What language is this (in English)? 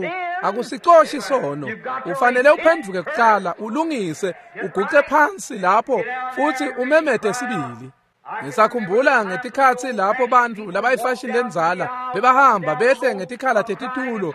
Swati